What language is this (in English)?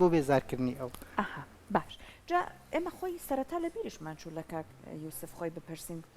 Central Kurdish